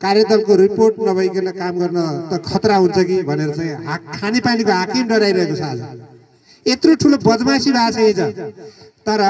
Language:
Nepali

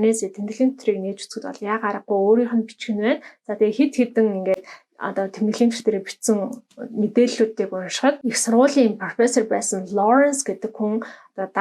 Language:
Mongolian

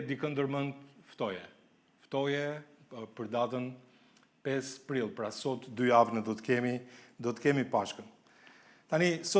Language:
Albanian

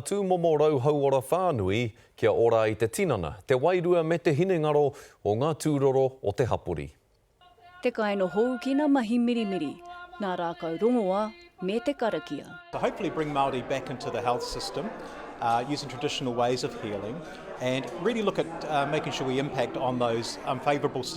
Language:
Māori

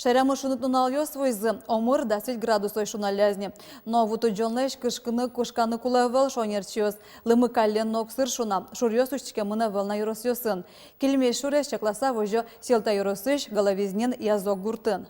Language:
Udmurt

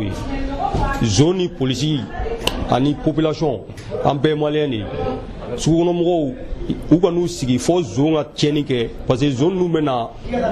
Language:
Bambara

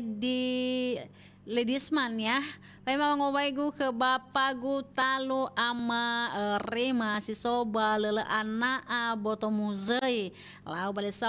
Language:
Nias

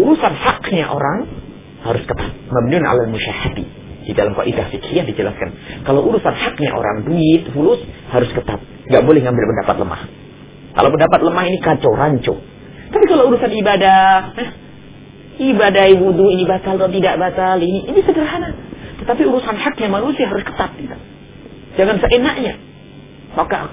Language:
Indonesian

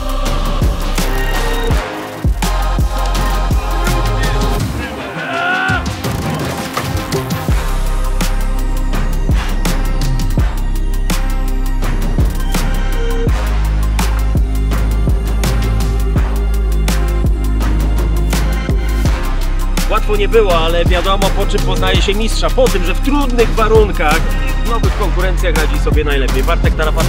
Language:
Polish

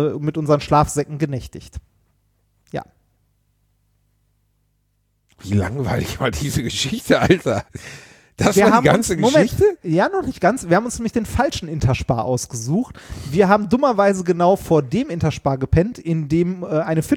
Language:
German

